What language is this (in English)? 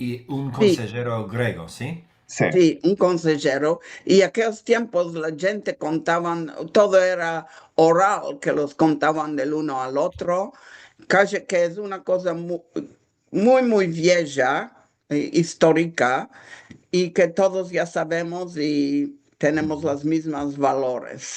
Ladino